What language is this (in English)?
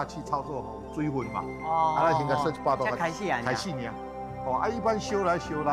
Min Nan Chinese